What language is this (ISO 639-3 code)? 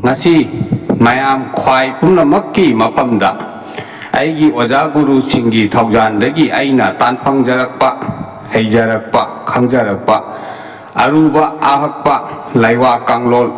mni